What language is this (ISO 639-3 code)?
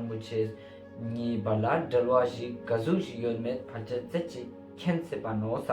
lbj